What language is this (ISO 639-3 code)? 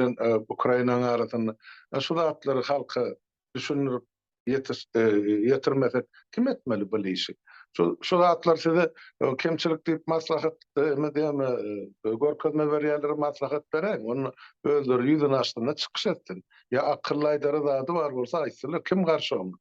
tuk